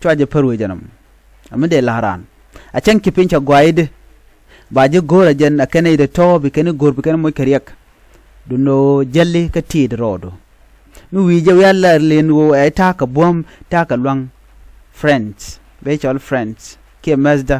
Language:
Nuer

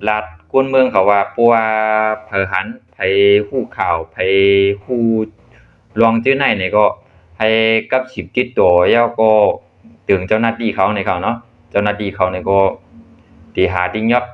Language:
Shan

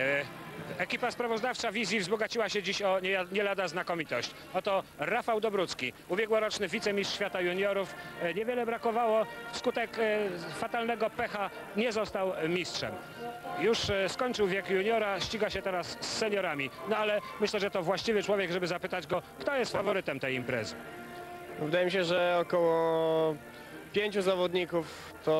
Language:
Polish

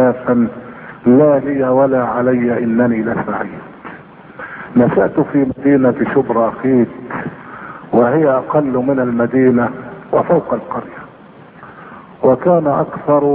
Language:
Arabic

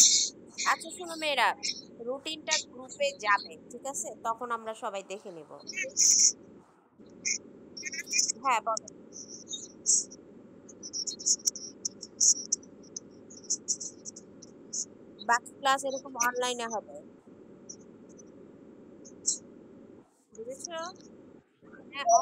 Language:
Bangla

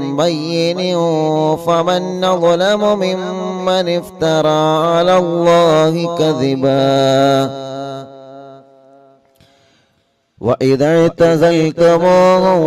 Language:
Malayalam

